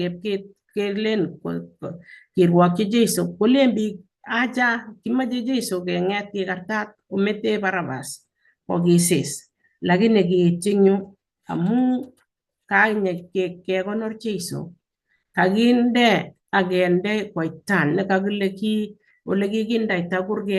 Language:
Kalenjin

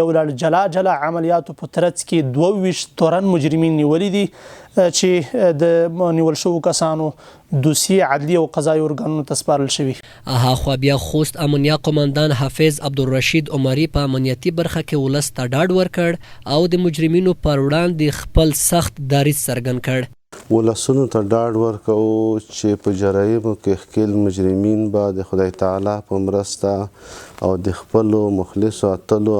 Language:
Pashto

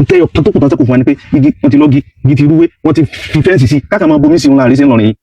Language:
Yoruba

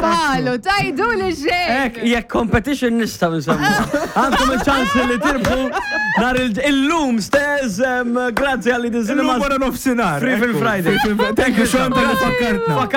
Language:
Maltese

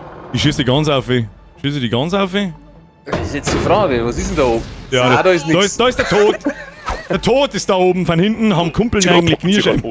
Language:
Bavarian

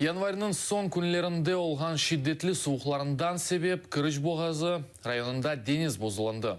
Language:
Crimean Tatar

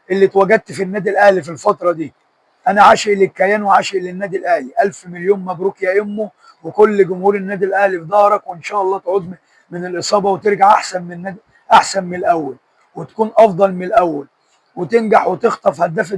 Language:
Egyptian Arabic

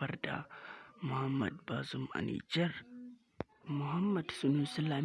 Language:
Hausa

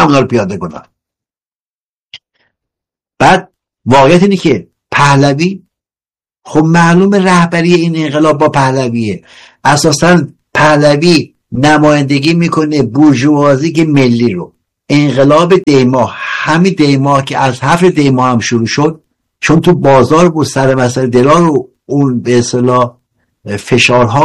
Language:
Persian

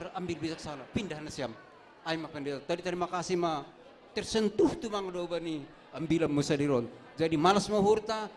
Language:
Batak Simalungun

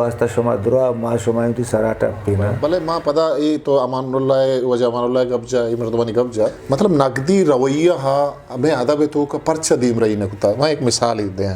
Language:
Eastern Balochi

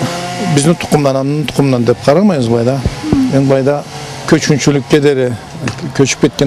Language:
Karachay-Balkar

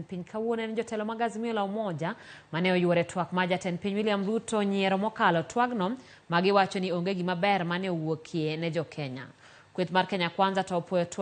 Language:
Luo (Kenya and Tanzania)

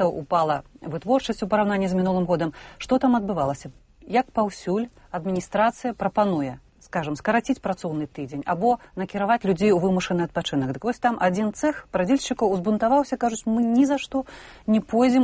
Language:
Belarusian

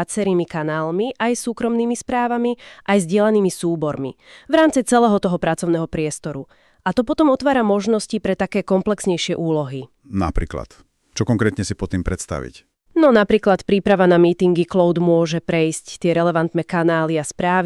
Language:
Slovak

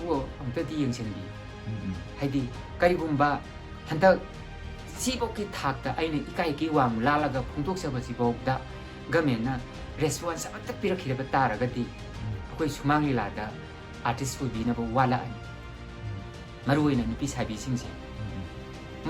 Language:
Manipuri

